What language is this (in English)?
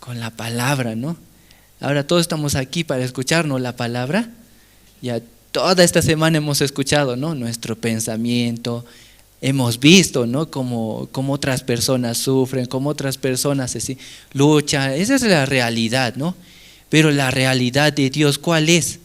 South Bolivian Quechua